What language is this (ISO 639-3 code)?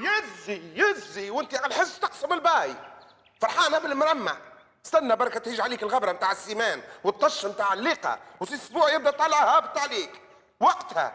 aeb